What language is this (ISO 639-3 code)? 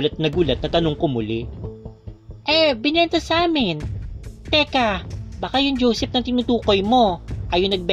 fil